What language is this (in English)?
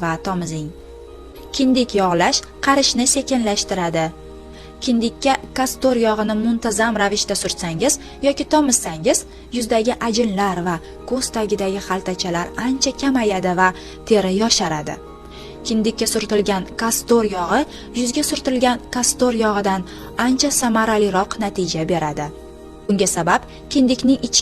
Uzbek